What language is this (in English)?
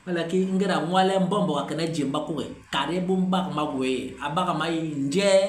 Basaa